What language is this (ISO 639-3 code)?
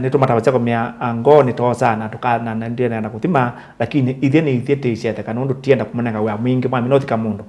kam